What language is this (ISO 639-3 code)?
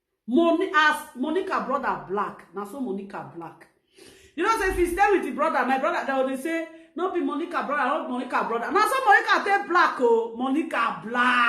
pcm